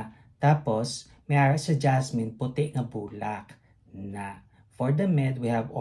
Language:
Hiligaynon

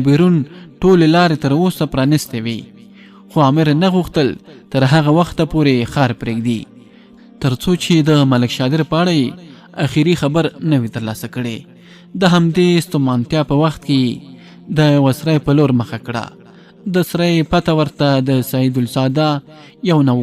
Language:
Pashto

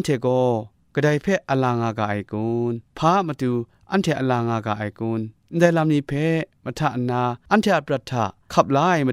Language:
Kachin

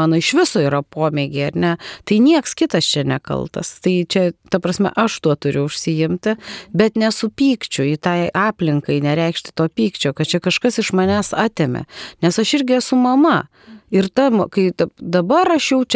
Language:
Lithuanian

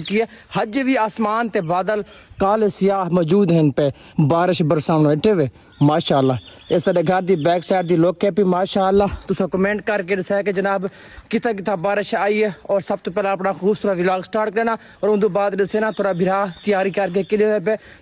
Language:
Saraiki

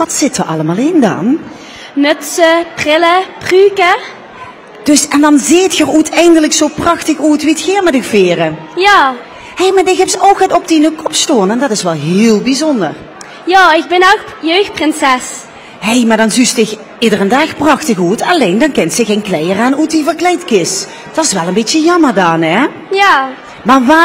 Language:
Limburgish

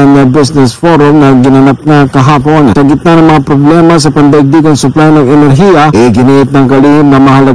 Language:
Filipino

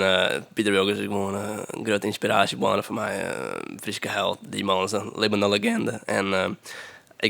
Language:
Western Frisian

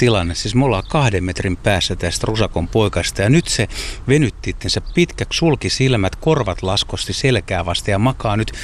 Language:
Finnish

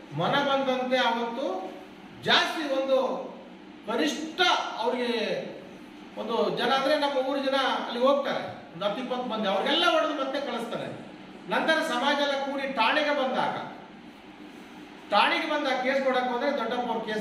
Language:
Kannada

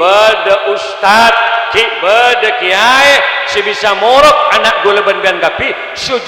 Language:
Madurese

